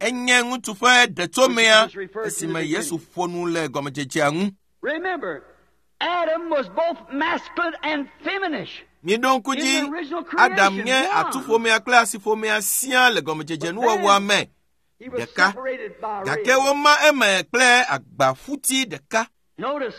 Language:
Ewe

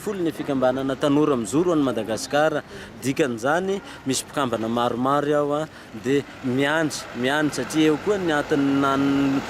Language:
Malagasy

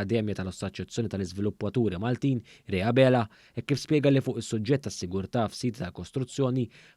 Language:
Maltese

